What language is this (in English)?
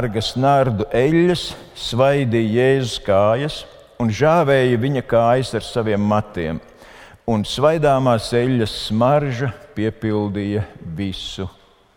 Latvian